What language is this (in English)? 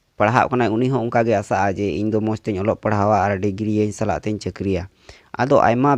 Santali